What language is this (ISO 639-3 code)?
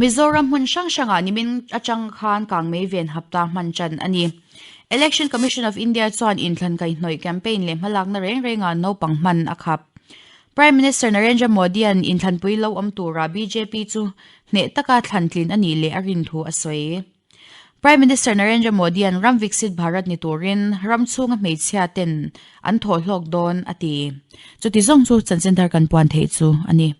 lus